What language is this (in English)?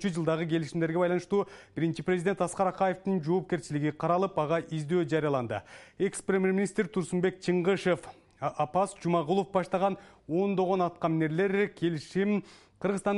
Kyrgyz